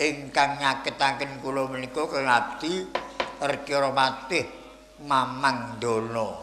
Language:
Javanese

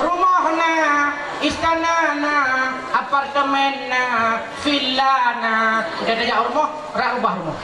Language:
Achinese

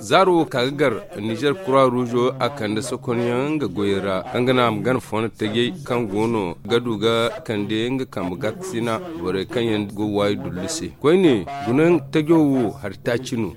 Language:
Zarma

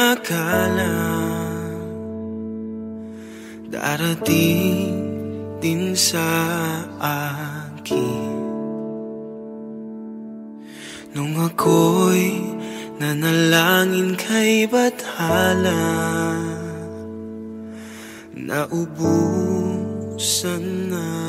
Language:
Filipino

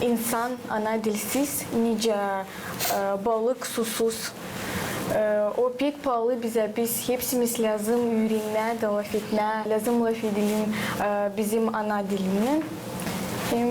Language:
Gagauz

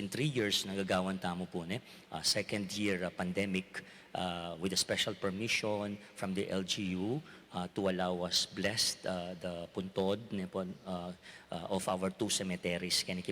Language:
Pampanga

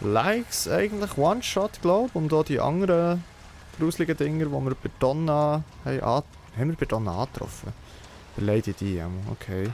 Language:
Swiss German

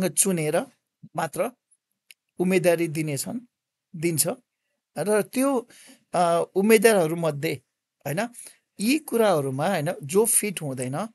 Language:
Nepali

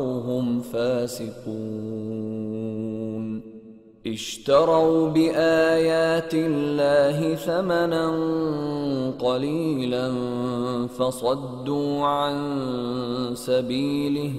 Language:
Arabic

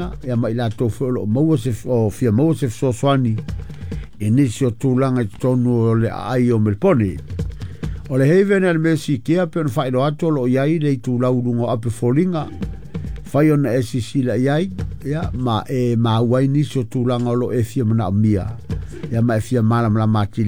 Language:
Samoan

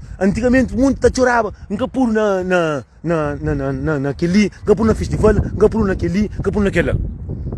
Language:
Kabuverdianu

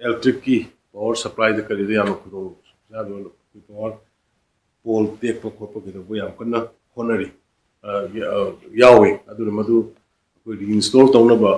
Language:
Manipuri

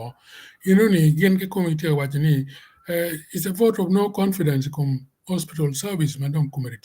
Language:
Acoli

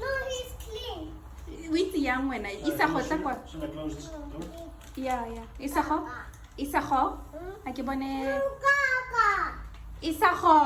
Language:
Tswana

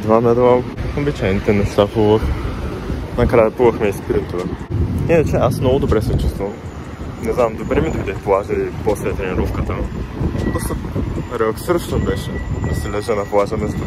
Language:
Bulgarian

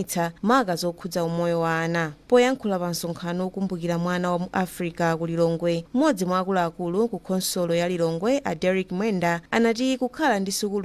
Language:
Nyanja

